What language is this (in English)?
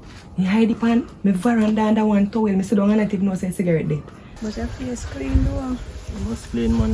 Jamaican Creole English